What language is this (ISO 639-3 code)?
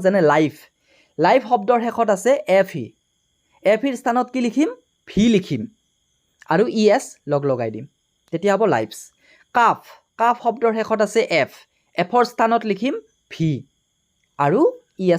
asm